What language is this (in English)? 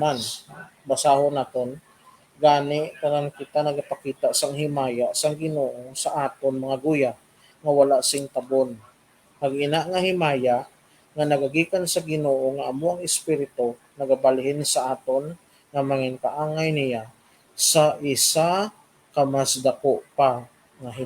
Hiligaynon